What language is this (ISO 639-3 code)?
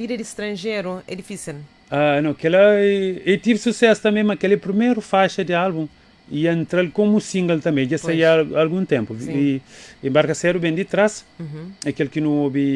kea